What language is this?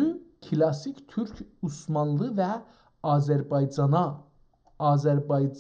South Azerbaijani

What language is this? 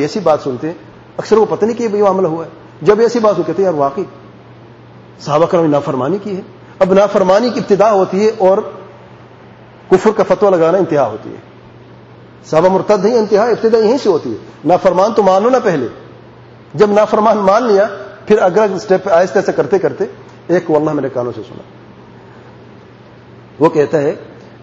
Urdu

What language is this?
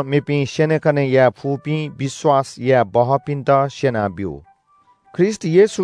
Newari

